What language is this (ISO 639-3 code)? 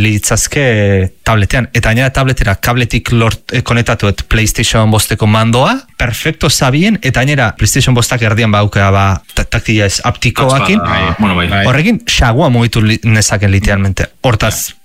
eus